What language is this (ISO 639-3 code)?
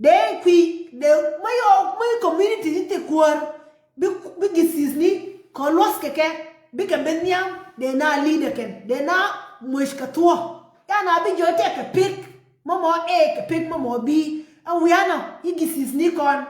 nus